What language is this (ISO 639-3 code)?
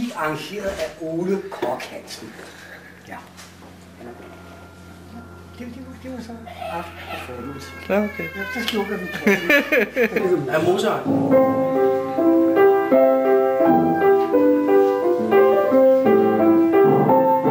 dan